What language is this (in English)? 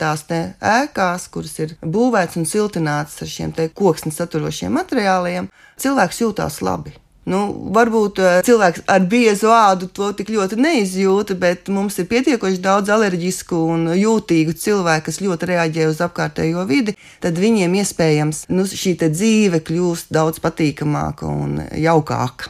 Latvian